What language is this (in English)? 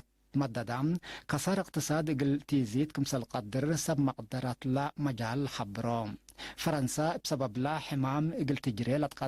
Tigre